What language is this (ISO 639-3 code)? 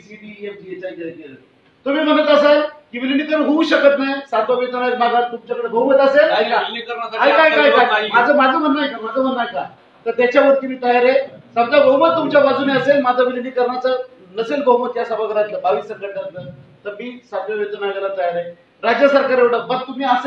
mar